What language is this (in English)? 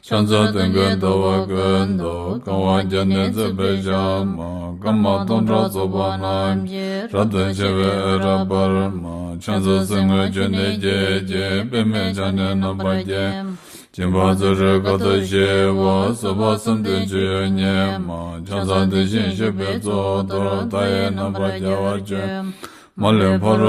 Tibetan